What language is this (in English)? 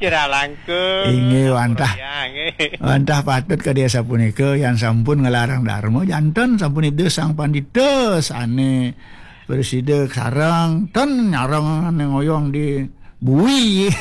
Balinese